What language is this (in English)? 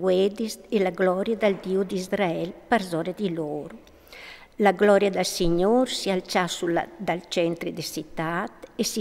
Friulian